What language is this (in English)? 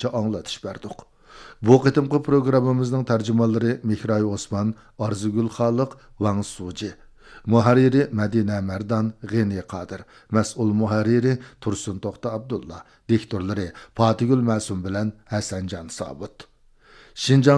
Uyghur